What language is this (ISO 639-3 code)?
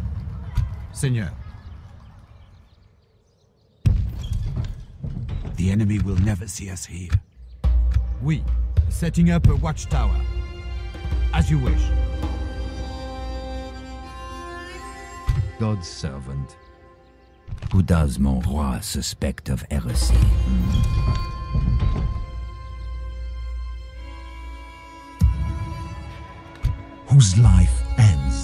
eng